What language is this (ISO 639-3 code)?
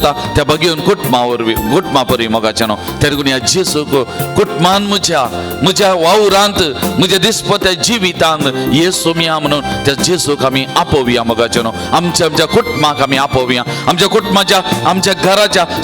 kok